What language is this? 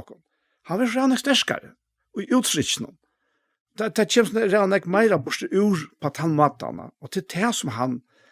Faroese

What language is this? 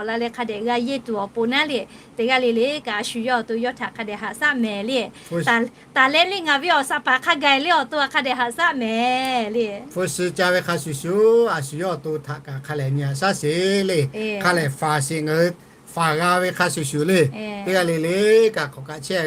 Lahu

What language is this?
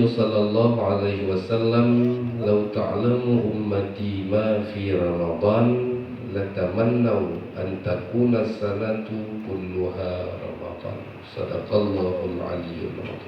Achinese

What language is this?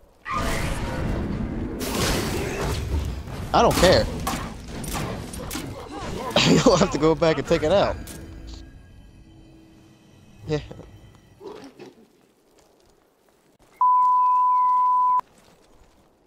English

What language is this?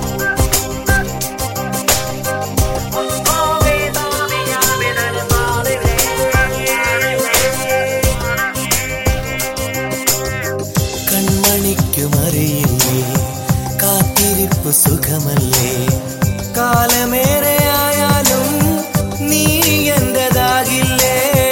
Malayalam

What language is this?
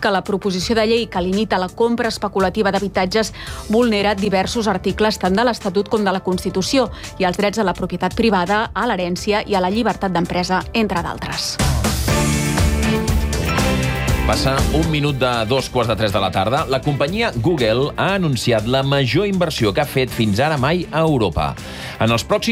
Catalan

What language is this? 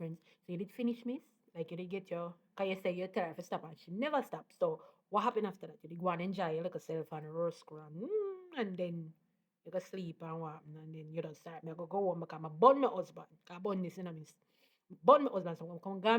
Jamaican Creole English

